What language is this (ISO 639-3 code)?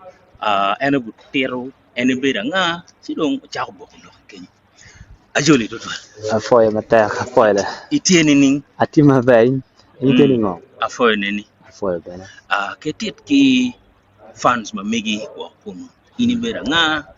ach